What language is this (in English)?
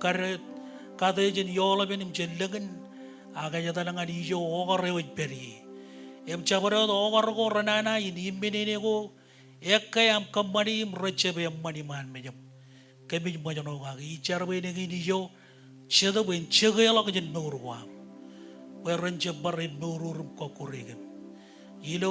Marshallese